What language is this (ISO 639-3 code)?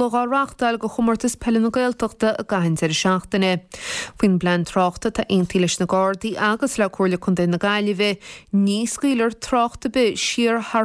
gle